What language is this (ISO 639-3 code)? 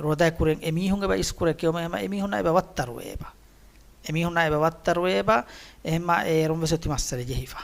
div